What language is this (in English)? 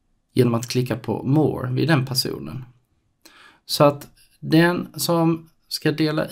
Swedish